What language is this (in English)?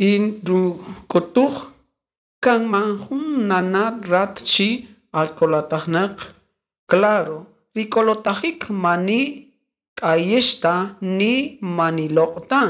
Kaqchikel